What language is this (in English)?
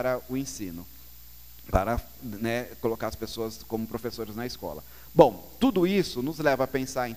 Portuguese